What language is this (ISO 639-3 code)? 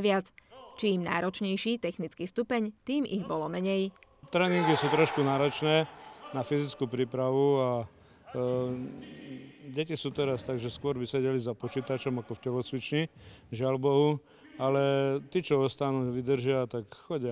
slk